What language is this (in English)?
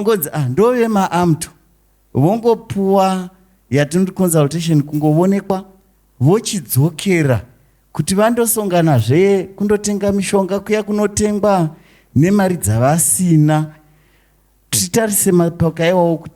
Shona